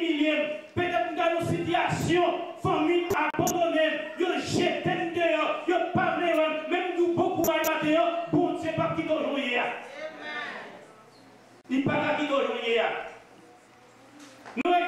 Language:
French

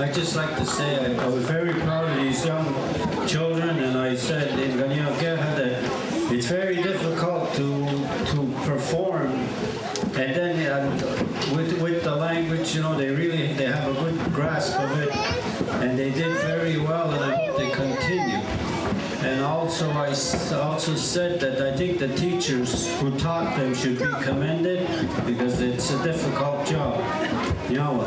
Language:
Mohawk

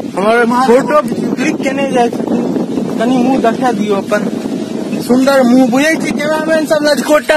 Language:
Maithili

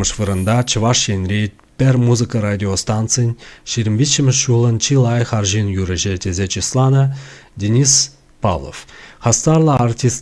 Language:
Chuvash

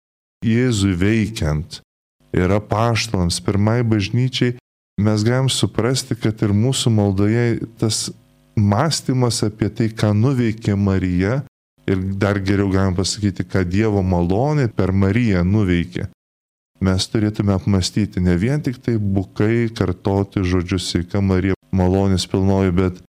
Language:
Lithuanian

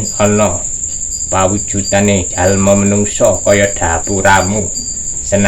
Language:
Javanese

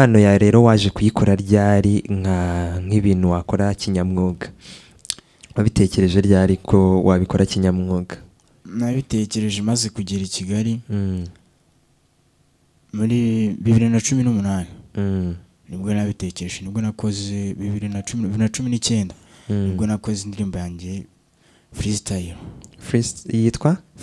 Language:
Kinyarwanda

